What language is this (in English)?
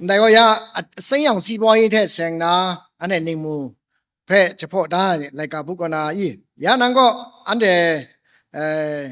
Kachin